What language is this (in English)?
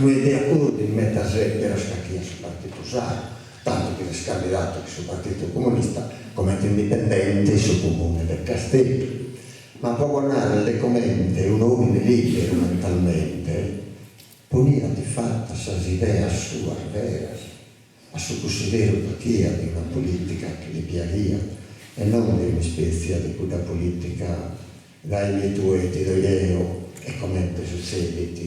Sardinian